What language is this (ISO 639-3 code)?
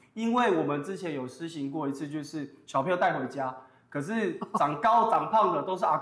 nan